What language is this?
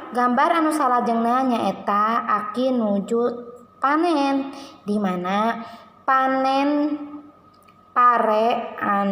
Sundanese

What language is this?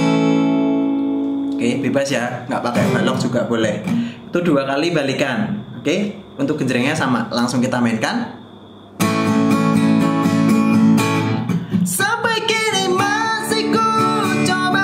Indonesian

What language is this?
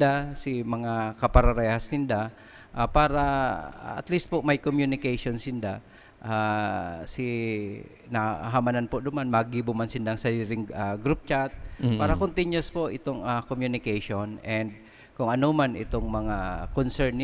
Bikol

